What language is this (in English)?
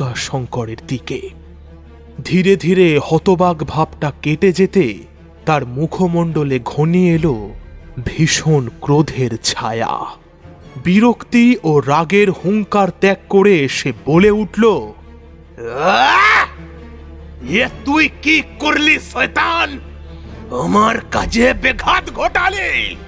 Bangla